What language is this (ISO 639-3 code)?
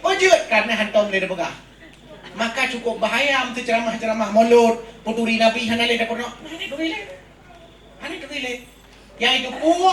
ace